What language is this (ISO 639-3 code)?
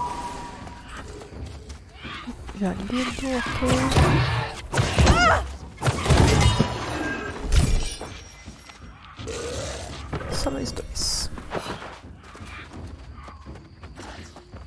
por